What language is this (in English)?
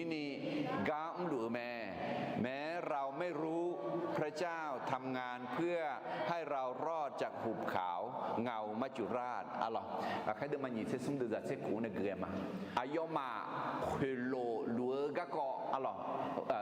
Akha